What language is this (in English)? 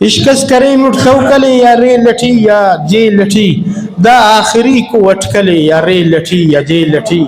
Brahui